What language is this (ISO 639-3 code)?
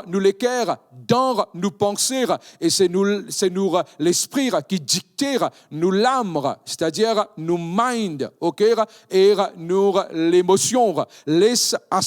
mfe